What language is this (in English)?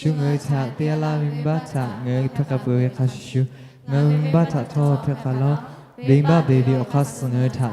Lahu